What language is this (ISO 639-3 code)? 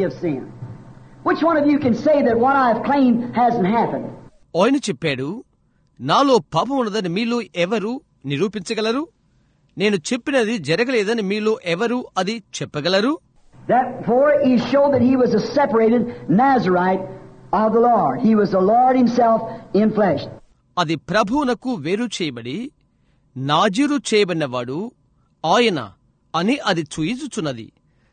tel